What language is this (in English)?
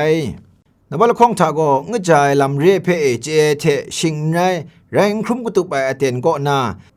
Kachin